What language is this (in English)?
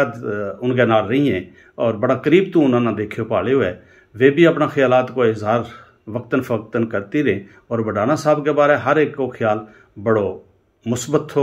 Gujari